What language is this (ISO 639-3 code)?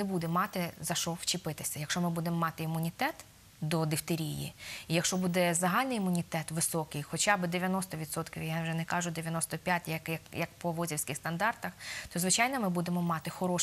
ukr